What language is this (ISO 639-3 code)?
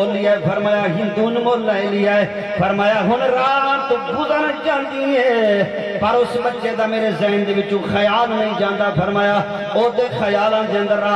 skr